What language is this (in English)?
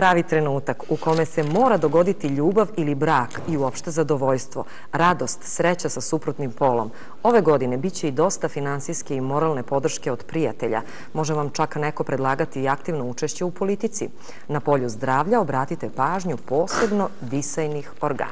Serbian